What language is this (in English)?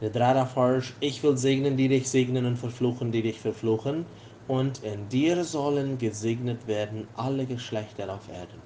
Plautdietsch